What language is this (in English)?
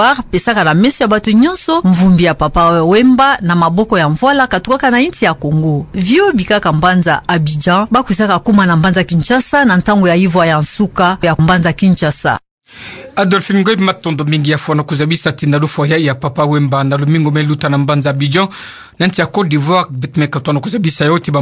Kituba (Democratic Republic of Congo)